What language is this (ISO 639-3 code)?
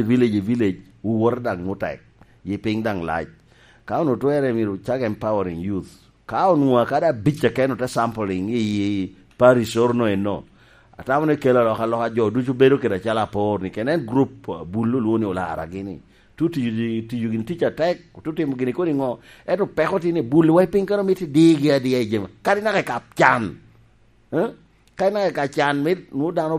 laj